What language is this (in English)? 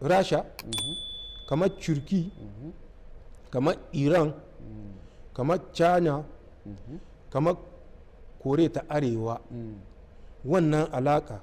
Hausa